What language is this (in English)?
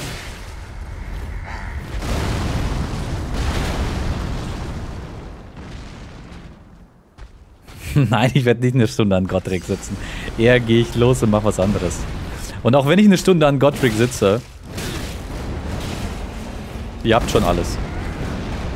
German